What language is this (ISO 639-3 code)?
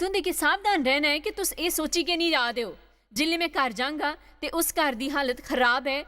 doi